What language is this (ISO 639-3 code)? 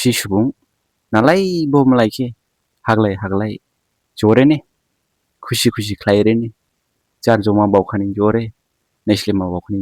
dis